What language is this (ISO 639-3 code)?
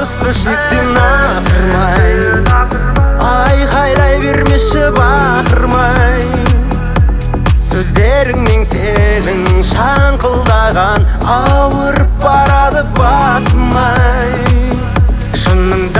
kaz